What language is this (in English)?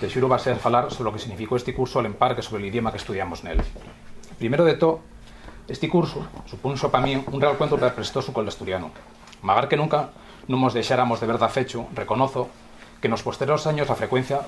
Asturian